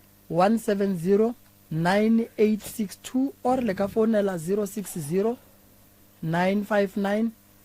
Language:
Northern Sotho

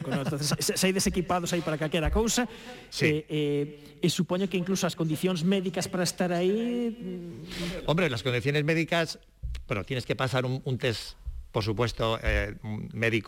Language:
Galician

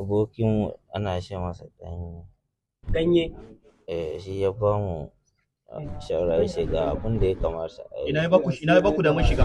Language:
Hausa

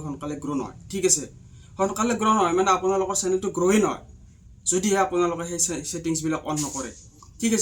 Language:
Assamese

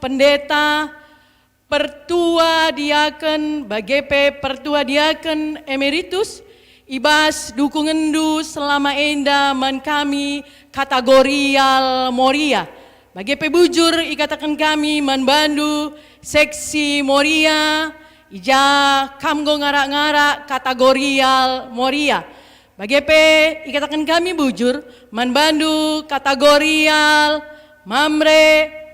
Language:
Batak Karo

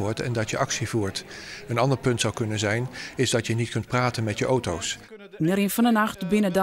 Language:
Western Frisian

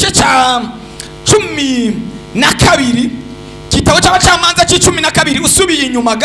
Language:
Rundi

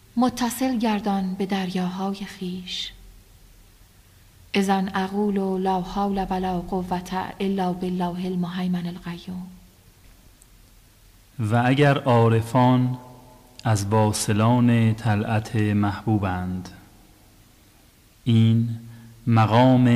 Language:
Persian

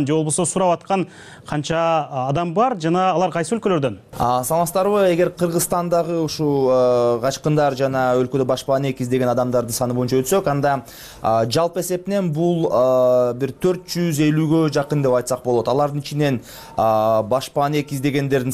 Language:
Kyrgyz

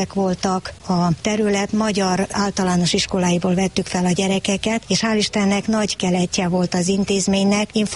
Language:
Hungarian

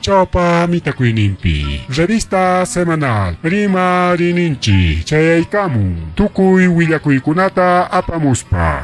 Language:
Ayacucho Quechua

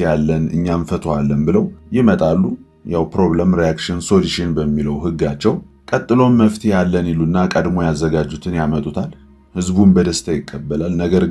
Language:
Amharic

